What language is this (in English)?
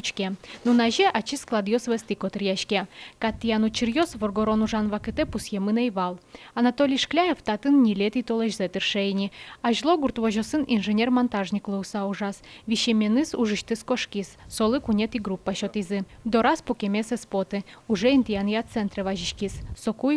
Udmurt